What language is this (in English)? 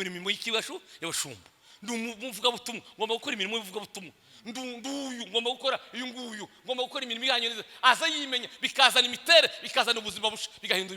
Kinyarwanda